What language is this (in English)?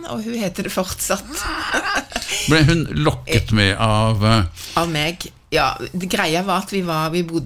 Norwegian